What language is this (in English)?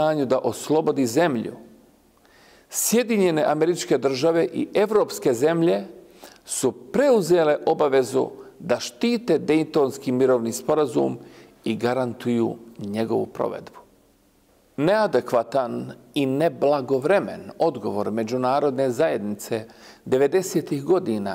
Bosnian